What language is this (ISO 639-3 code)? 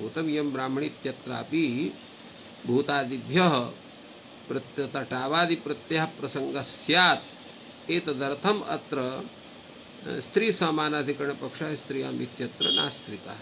san